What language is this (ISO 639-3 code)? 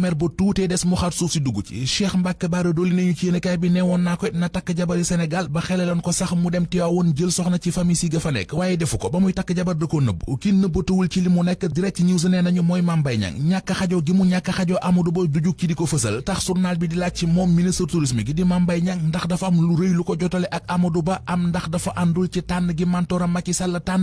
wol